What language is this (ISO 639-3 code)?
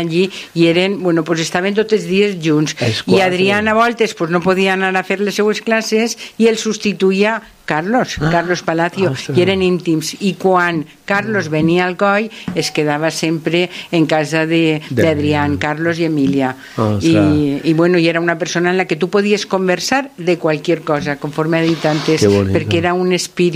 cat